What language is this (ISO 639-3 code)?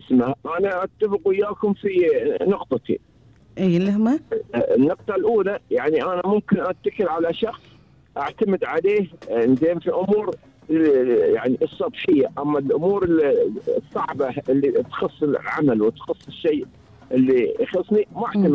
afb